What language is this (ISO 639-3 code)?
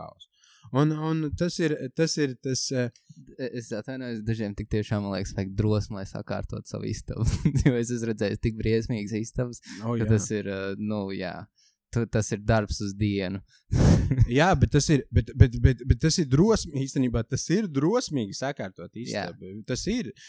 lav